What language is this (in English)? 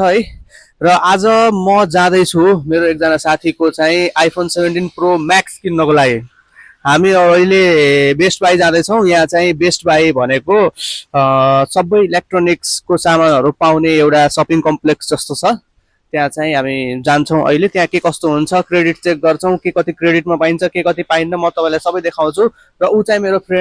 Nepali